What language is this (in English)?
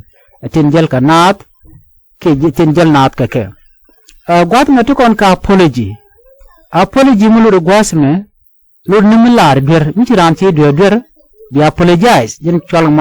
Nuer